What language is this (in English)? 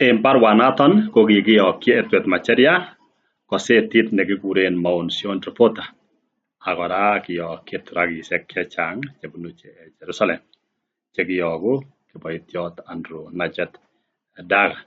Kalenjin